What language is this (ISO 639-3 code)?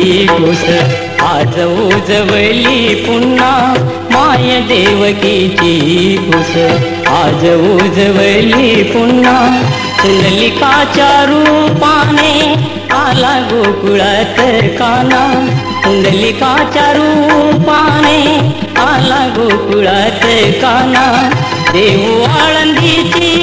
mar